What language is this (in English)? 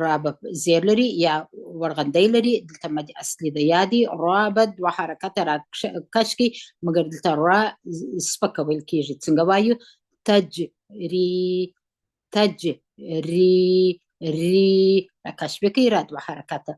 Pashto